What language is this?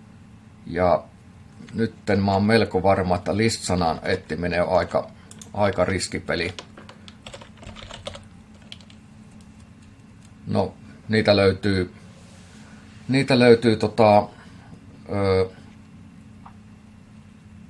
Finnish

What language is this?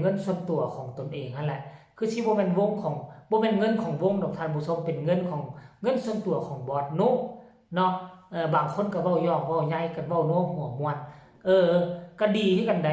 Lao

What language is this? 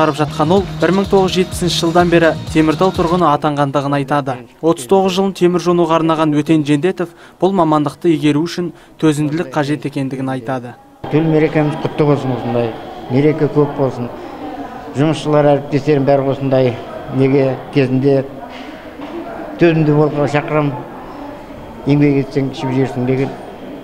Kazakh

